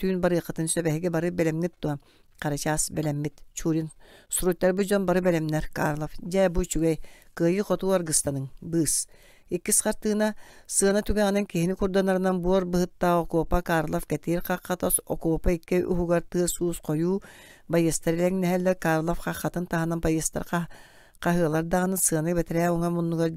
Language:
Yakut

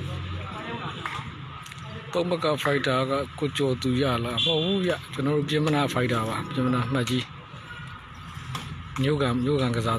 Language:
Burmese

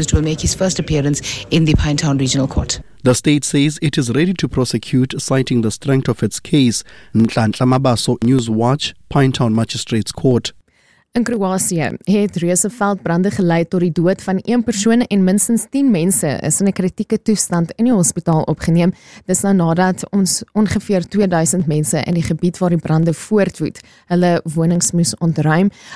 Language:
Afrikaans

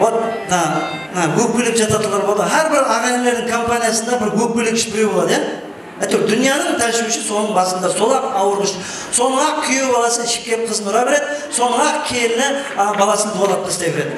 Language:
Kara-Kalpak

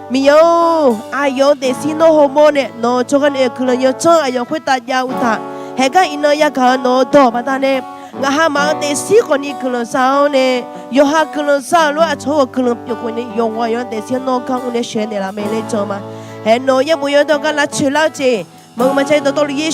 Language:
Akha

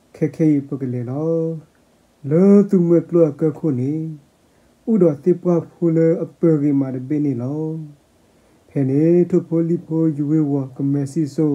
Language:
S'gaw Karen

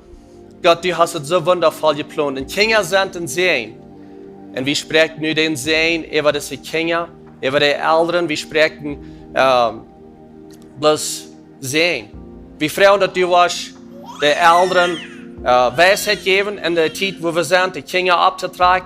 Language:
Plautdietsch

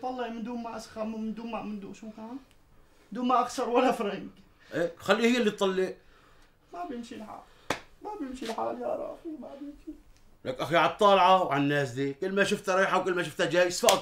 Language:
North Levantine Arabic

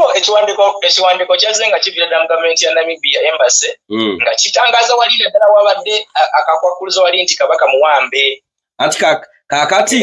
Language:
Ganda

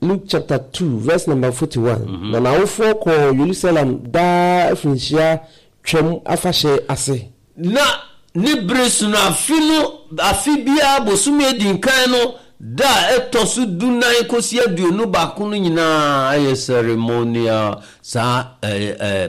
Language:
Akan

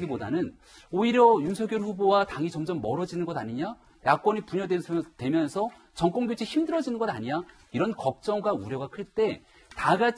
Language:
Korean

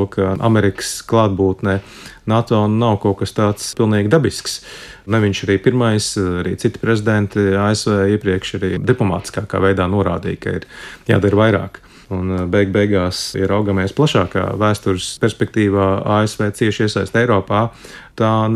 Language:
Latvian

